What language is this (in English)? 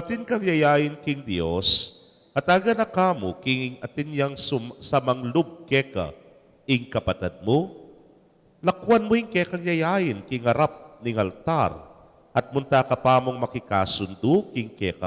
Pampanga